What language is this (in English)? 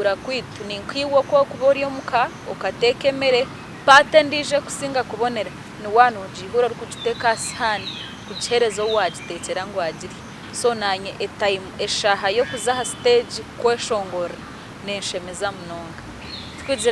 Nyankole